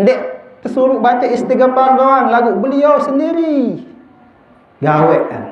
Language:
Sasak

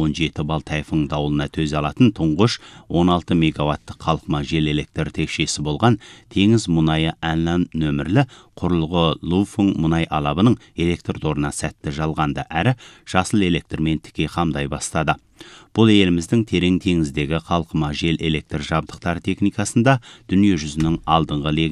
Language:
Kazakh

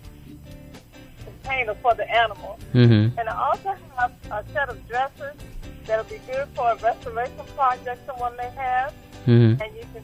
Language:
English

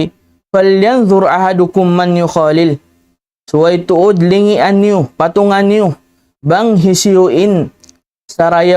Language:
Tausug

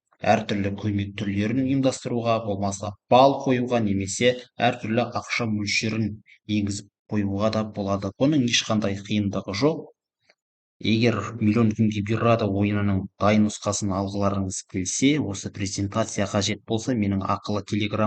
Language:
Kazakh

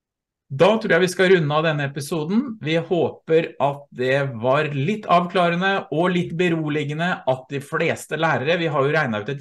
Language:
Norwegian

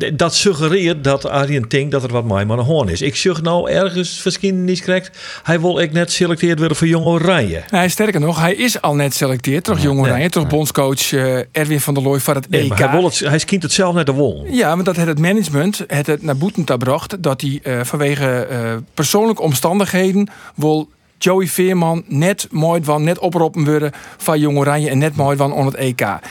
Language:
Western Frisian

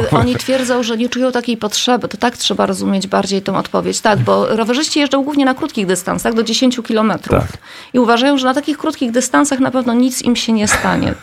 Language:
Polish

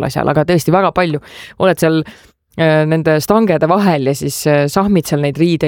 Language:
Estonian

